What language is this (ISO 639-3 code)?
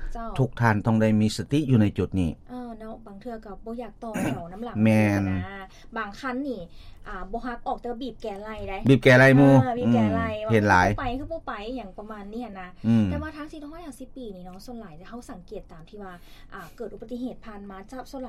lao